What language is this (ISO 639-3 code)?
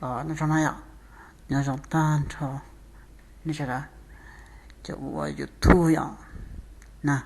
hmn